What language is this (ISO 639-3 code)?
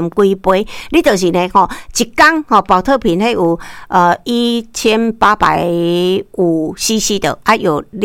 nan